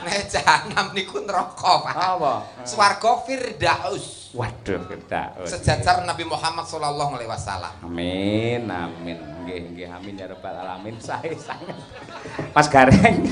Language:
Javanese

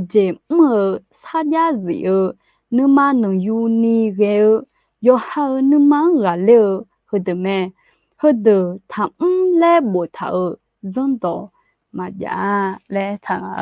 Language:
Akha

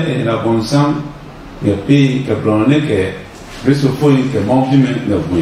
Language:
Adangme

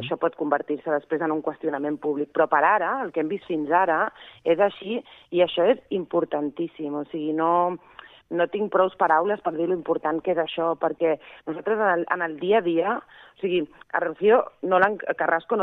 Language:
Catalan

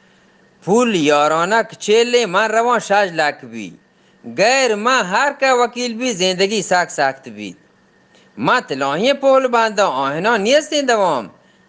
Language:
Eastern Balochi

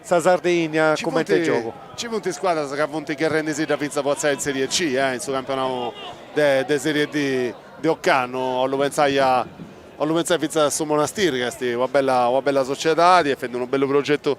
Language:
Sardinian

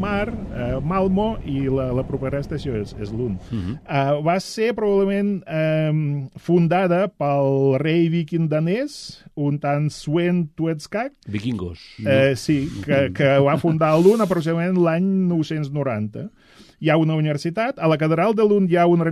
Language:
Catalan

